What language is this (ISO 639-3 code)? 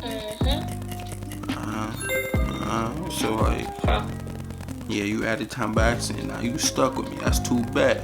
jam